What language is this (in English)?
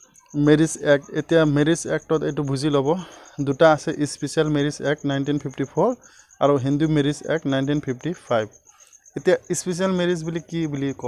Assamese